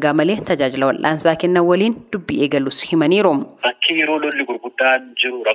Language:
Oromo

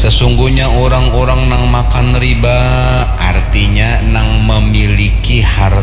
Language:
Banjar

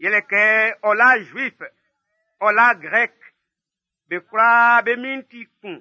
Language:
Baoulé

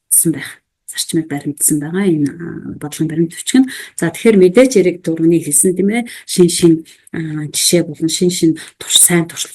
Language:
Mongolian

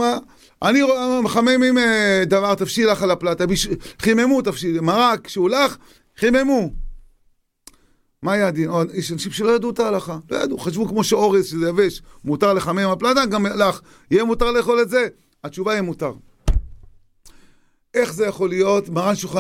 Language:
Hebrew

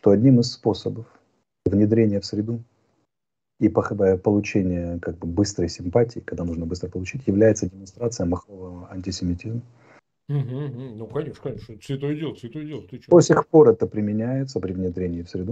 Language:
Russian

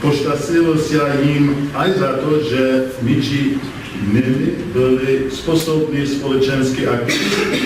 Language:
Rusyn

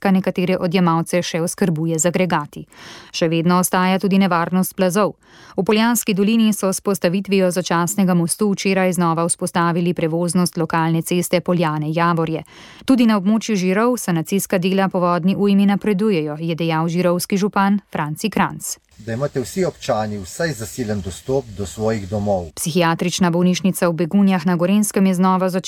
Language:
Slovenian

